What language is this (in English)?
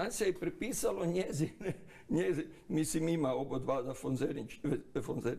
Croatian